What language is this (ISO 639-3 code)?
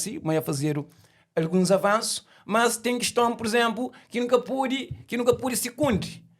kea